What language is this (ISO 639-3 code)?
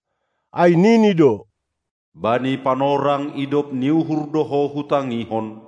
bts